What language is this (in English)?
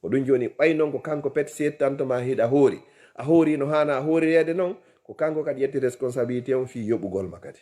Fula